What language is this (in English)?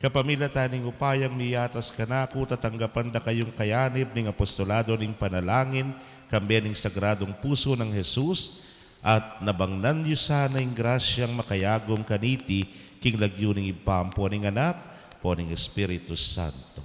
Pampanga